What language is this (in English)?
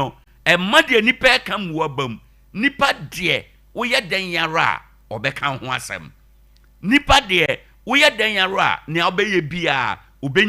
Akan